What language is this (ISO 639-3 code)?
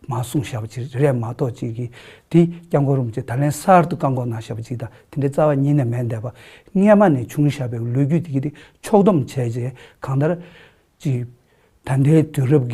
bod